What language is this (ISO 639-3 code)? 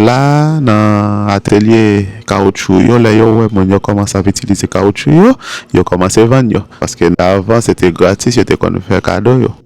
hat